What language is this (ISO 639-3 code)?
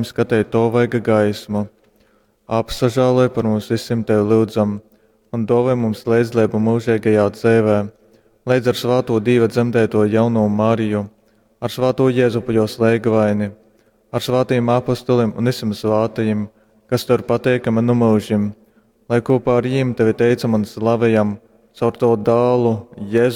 ltg